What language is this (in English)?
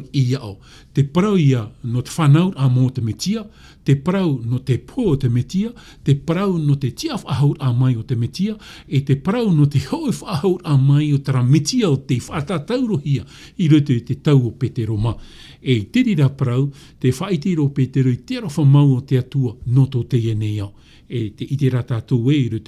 Tahitian